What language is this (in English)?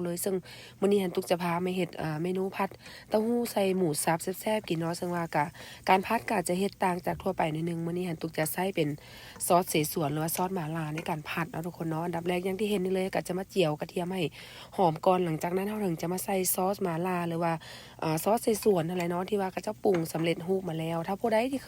Lao